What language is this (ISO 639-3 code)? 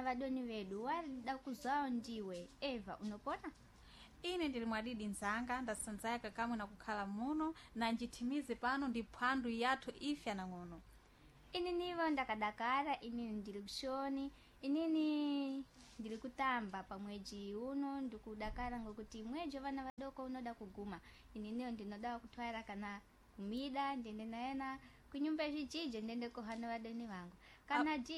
seh